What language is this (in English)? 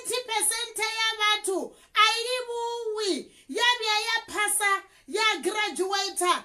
Venda